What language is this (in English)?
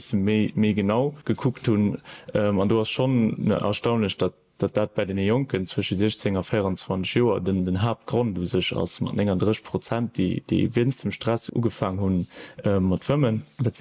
Luxembourgish